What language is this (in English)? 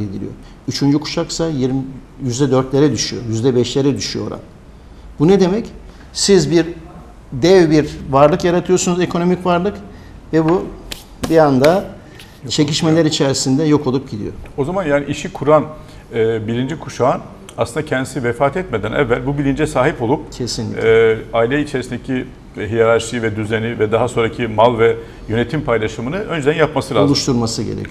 Turkish